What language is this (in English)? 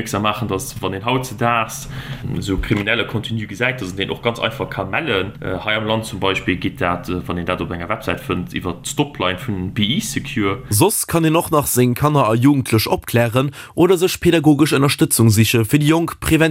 Luxembourgish